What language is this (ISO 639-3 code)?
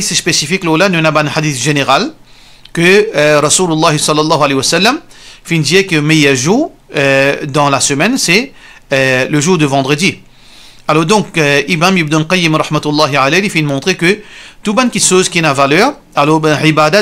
mfe